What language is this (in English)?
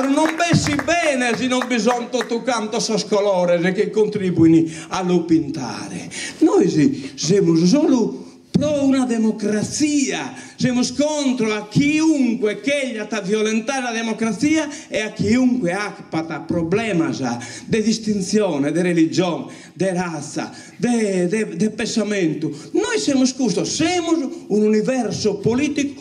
Sardinian